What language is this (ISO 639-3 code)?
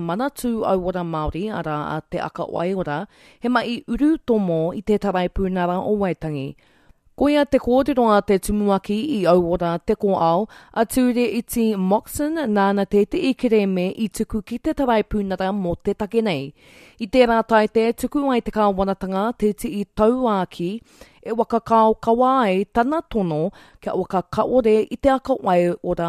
mri